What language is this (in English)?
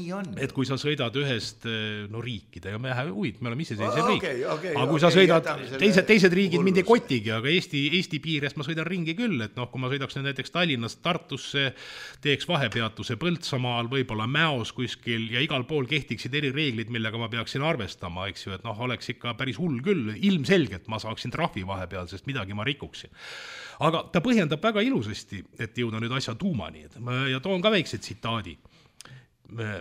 Estonian